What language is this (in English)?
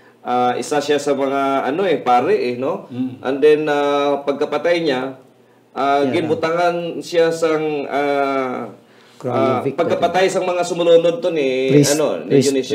Hiligaynon